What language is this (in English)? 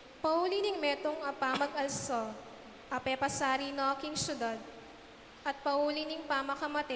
Pampanga